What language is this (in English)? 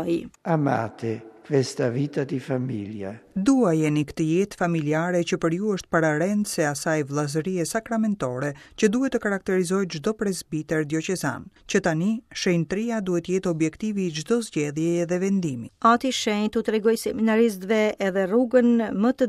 Albanian